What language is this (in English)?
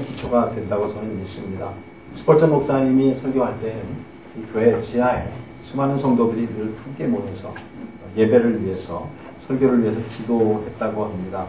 Korean